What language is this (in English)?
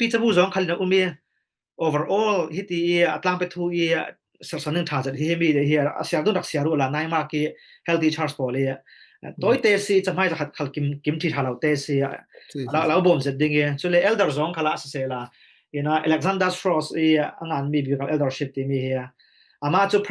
Falam Chin